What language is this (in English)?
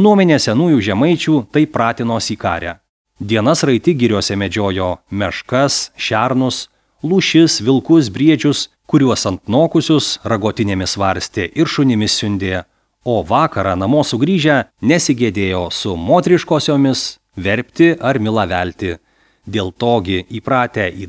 Lithuanian